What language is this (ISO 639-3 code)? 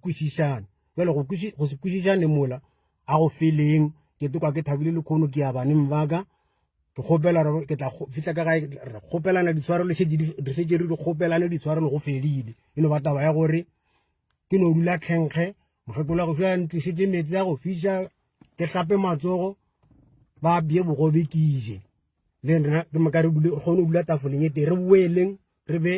nso